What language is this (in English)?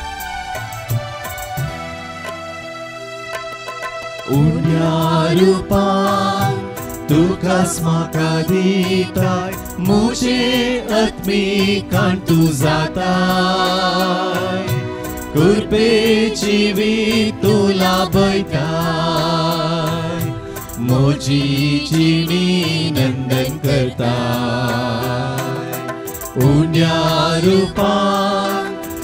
Konkani